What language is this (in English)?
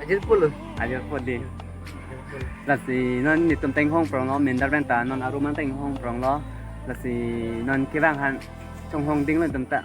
Karbi